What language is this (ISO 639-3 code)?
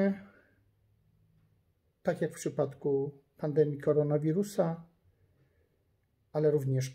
pol